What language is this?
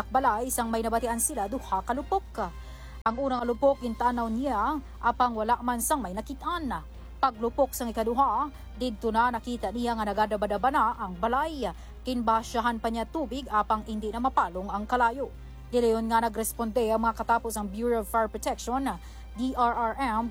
Hiligaynon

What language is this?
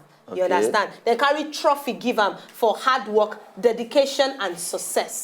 Nigerian Pidgin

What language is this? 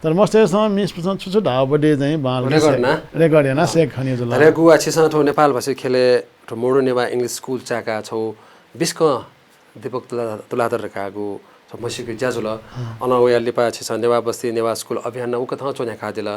Newari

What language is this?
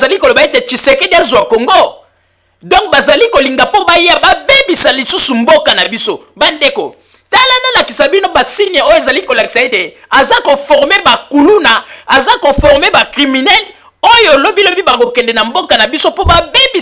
Lingala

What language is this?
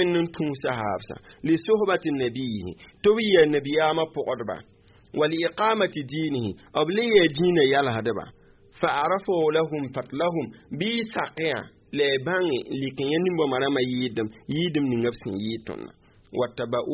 Mossi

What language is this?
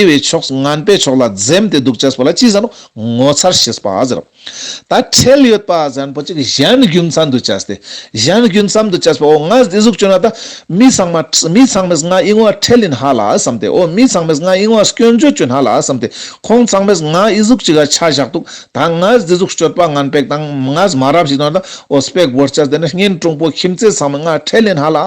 Ladakhi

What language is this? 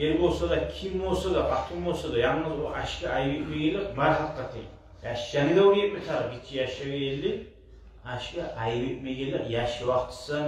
Kumyk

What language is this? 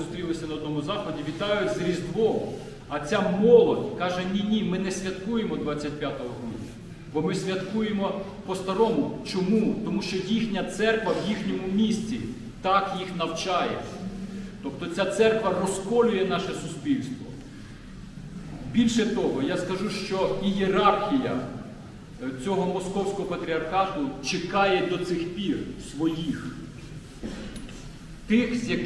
Ukrainian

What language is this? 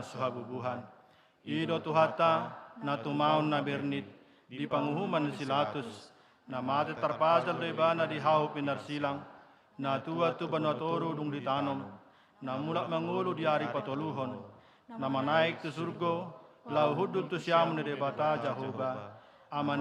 Batak Toba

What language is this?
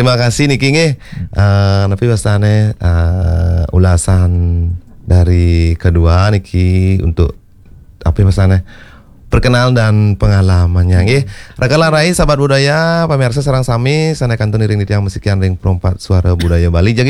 Balinese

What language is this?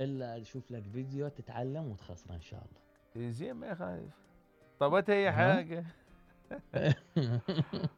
Mesopotamian Arabic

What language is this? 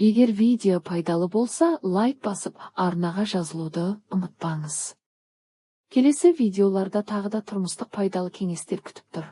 Kazakh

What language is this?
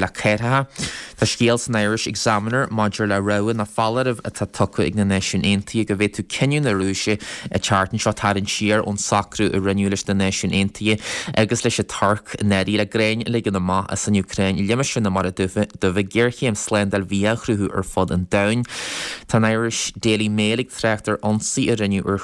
Irish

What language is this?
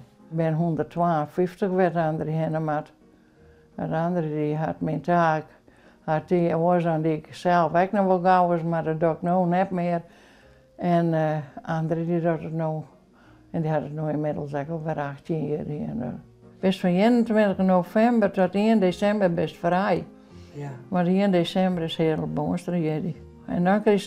Western Frisian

